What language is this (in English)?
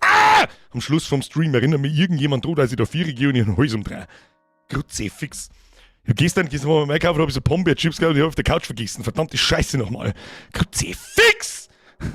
Bavarian